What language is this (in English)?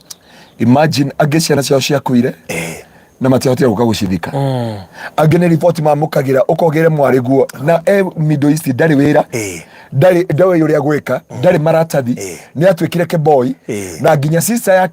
Kikuyu